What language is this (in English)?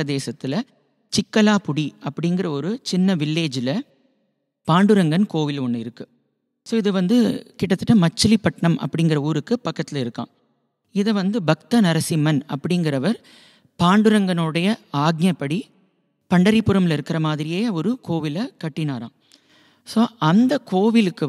Tamil